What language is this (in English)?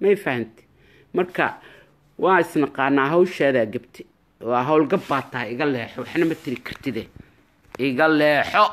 Somali